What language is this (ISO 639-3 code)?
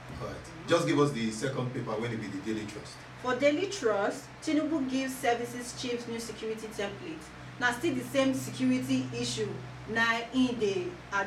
pcm